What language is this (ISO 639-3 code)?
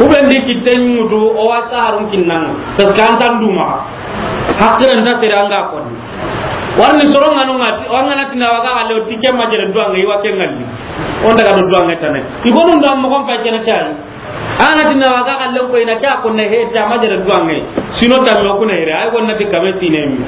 snk